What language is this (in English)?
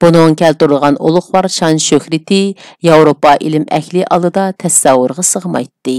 Uyghur